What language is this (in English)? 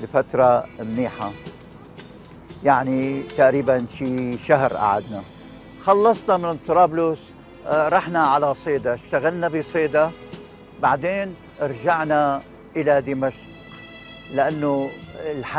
North Levantine Arabic